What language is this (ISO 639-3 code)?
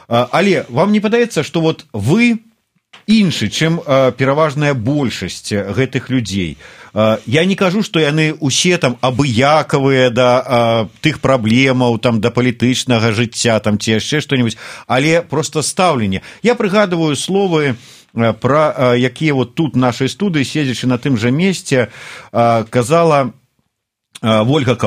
bel